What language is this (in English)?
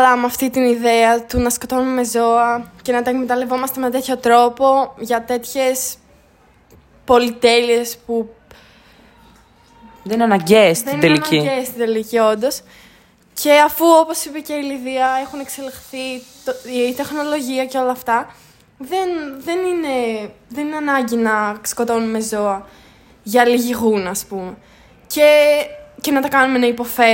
Greek